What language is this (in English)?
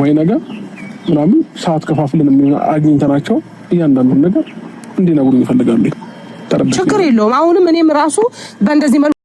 Amharic